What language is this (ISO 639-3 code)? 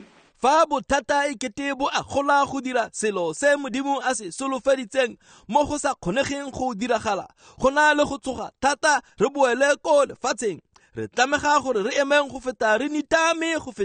tsn